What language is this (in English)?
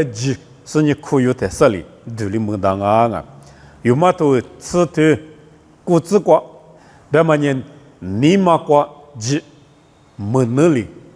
Lisu